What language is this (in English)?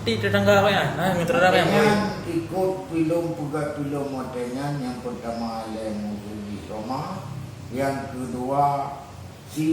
Achinese